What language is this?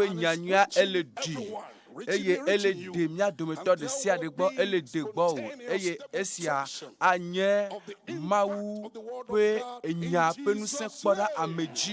Ewe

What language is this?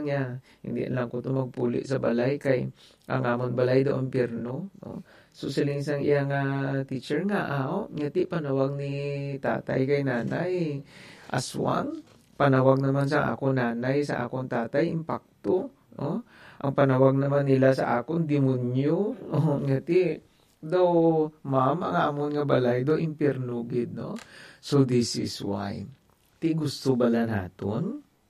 Hiligaynon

